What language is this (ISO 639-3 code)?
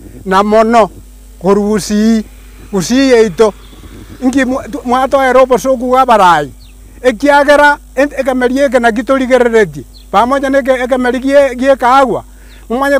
guz